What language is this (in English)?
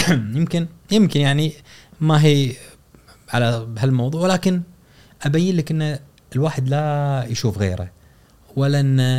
Gulf Arabic